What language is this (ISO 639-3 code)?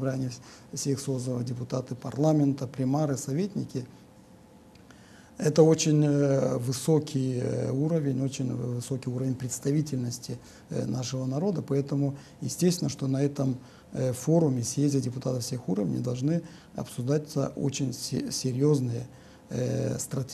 rus